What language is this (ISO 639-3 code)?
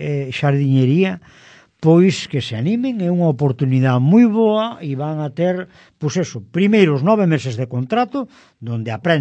glg